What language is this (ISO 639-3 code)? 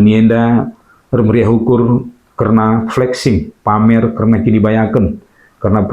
btx